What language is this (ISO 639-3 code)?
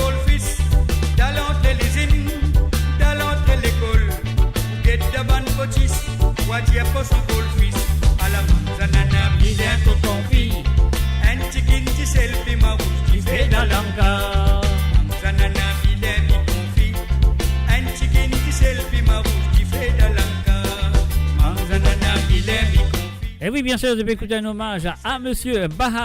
mfe